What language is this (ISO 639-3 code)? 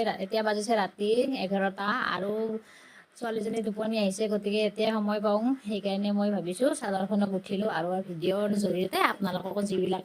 asm